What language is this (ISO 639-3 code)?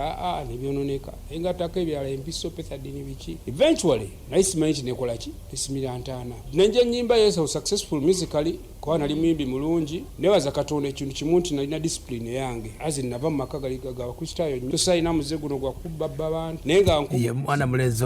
lug